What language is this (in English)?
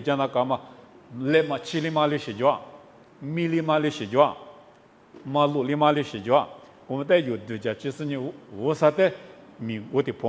Lisu